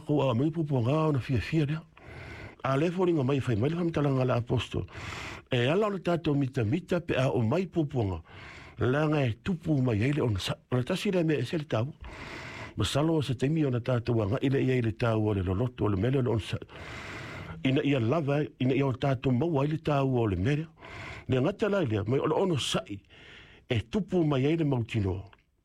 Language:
Samoan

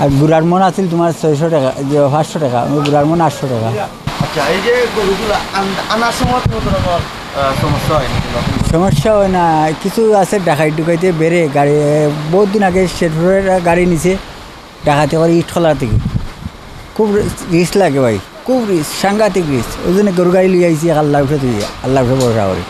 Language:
Sylheti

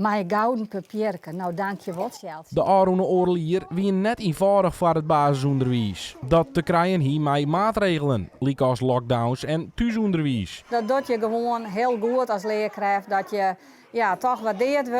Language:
Western Frisian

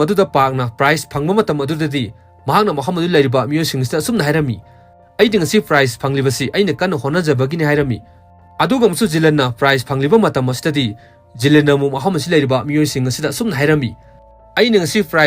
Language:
Manipuri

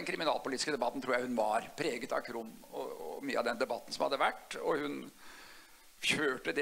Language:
Norwegian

